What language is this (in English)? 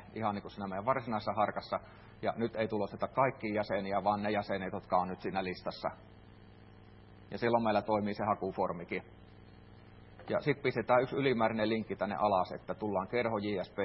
Finnish